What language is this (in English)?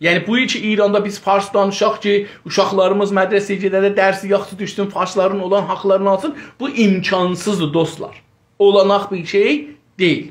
South Azerbaijani